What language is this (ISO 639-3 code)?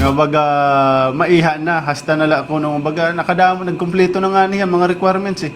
war